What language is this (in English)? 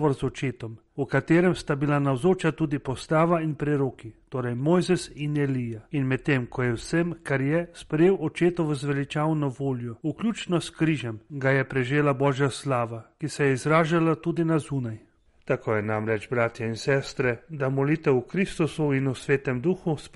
Slovenian